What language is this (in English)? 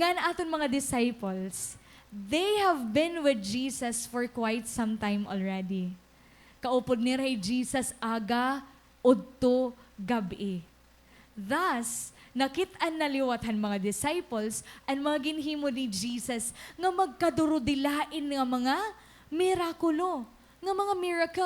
Waray